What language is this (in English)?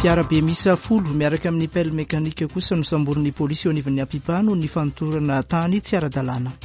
Malagasy